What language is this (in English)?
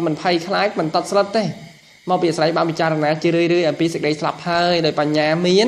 Khmer